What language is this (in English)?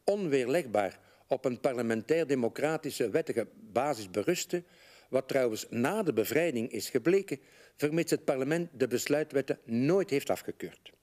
Dutch